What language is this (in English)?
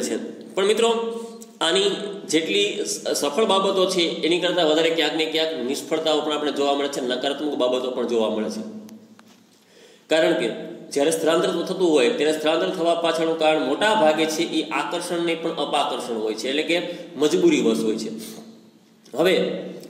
Gujarati